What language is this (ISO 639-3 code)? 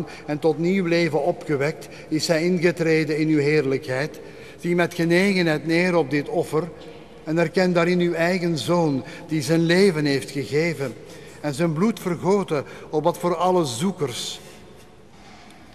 nld